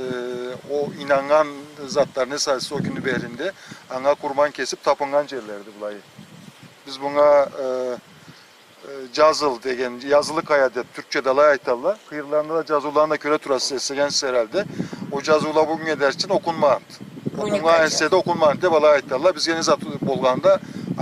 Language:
Karachay-Balkar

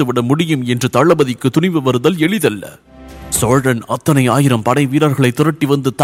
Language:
Tamil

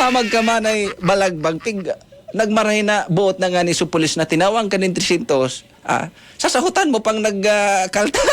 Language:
Bikol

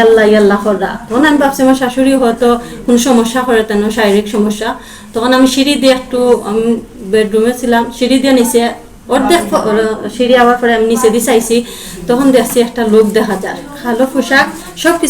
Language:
Sylheti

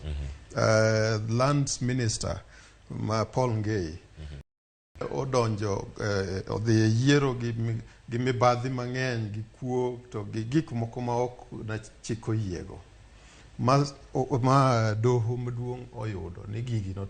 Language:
Luo (Kenya and Tanzania)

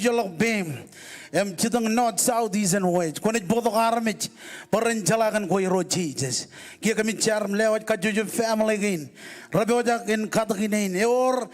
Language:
Marshallese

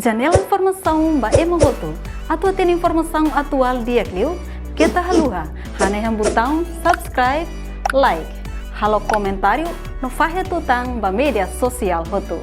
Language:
Tetum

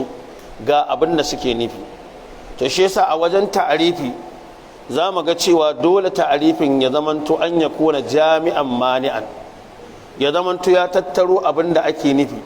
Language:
Hausa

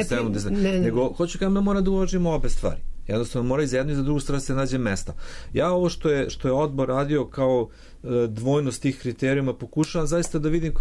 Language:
Serbian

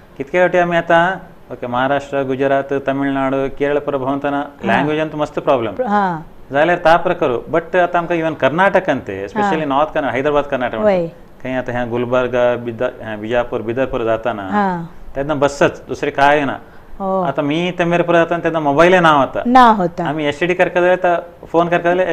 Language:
Konkani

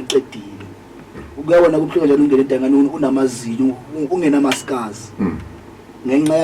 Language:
Zulu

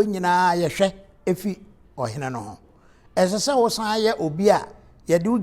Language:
Akan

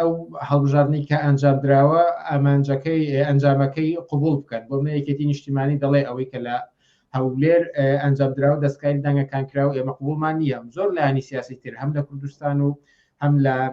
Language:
Central Kurdish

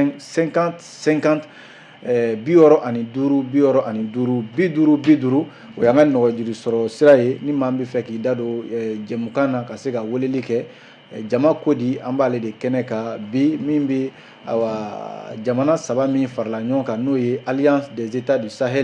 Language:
Bambara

